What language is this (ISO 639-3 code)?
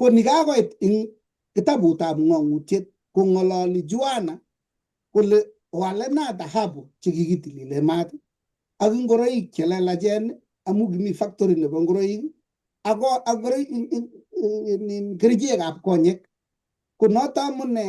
kln